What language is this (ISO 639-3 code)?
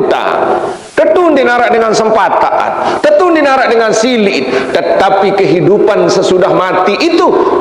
sas